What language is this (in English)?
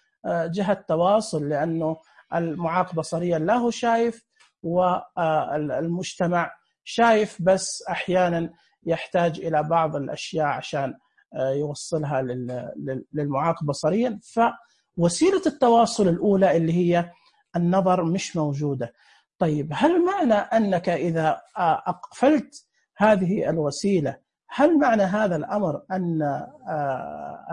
Najdi Arabic